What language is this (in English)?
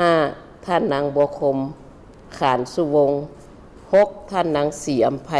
Lao